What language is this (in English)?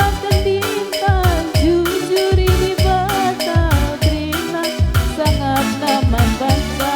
Batak Karo